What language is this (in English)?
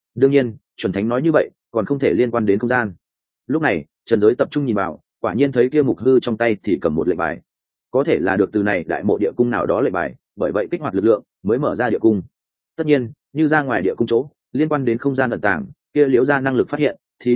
Vietnamese